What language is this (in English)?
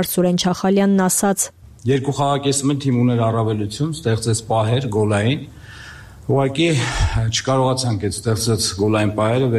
Armenian